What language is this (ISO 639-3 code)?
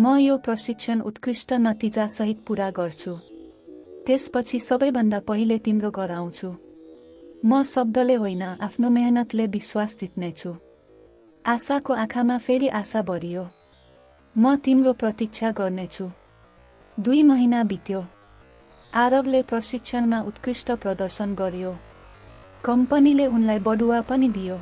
nep